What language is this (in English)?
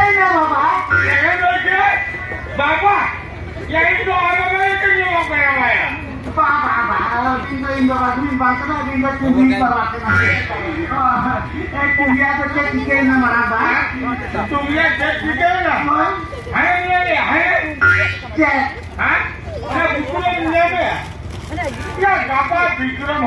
Santali